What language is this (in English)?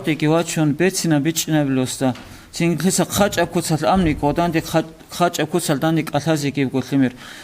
Avaric